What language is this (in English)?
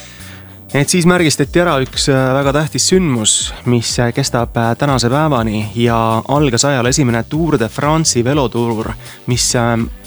Estonian